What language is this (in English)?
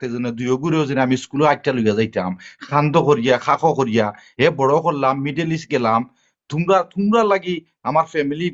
Sylheti